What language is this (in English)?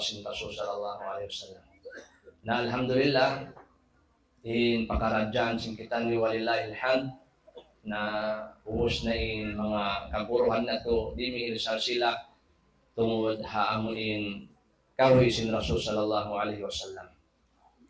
Tausug